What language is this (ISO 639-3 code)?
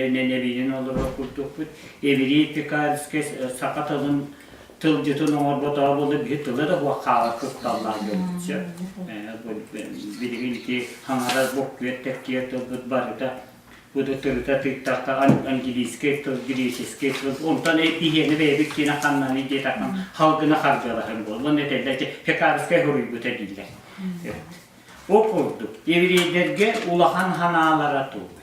sah